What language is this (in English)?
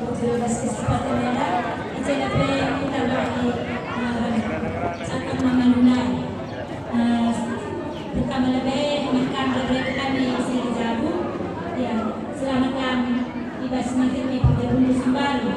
Batak Karo